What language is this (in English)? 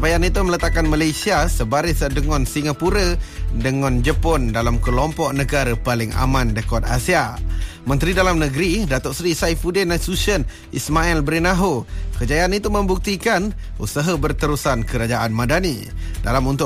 Malay